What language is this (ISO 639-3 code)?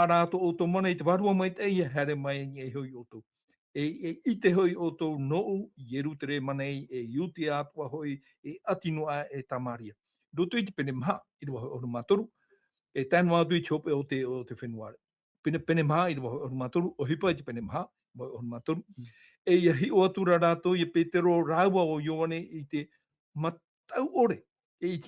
tah